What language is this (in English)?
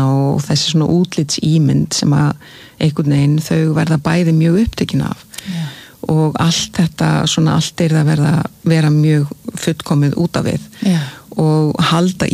Icelandic